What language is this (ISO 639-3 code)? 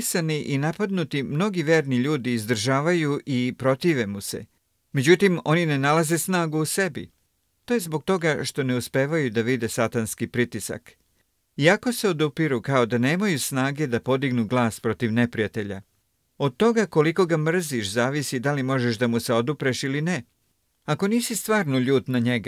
srp